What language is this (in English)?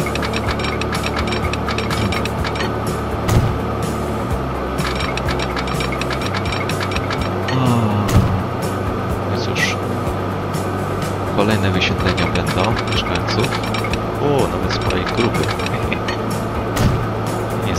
Polish